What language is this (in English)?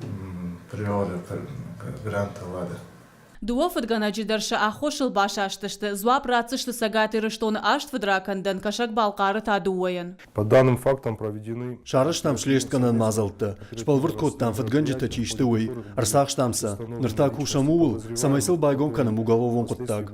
Ossetic